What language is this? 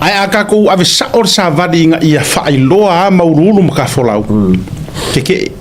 Samoan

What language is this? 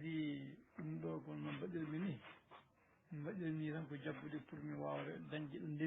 Fula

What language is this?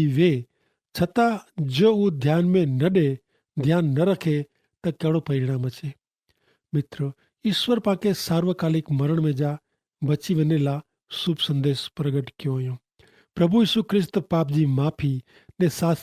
Kachhi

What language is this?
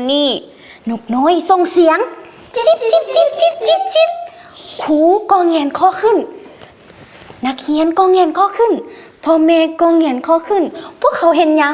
Lao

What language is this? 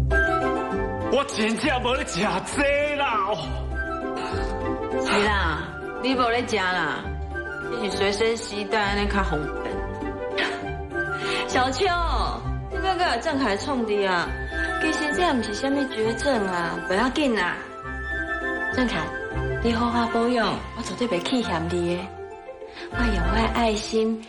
Min Nan Chinese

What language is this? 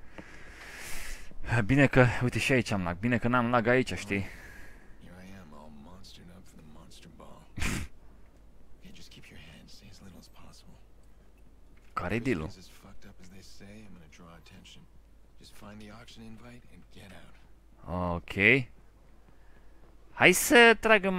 Romanian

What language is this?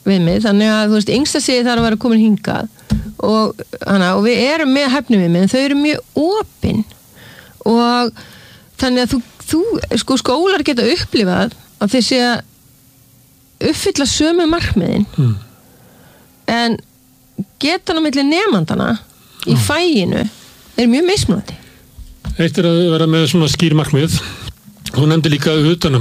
Icelandic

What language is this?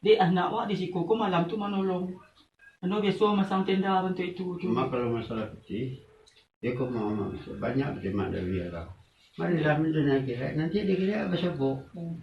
Minangkabau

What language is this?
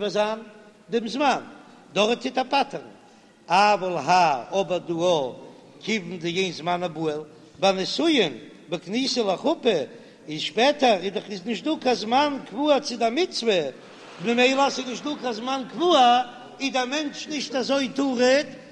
Yiddish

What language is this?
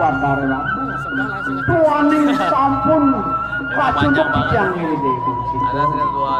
Balinese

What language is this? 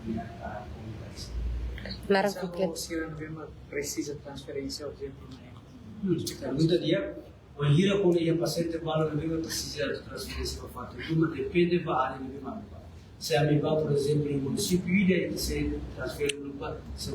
Tetum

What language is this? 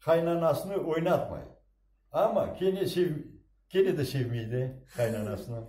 Crimean Tatar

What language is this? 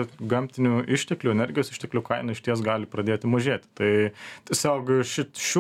Lithuanian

